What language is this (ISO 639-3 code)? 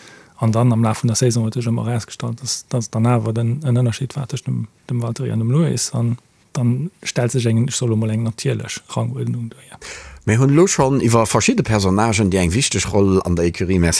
ltz